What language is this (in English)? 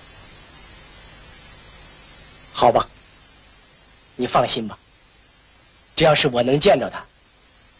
Chinese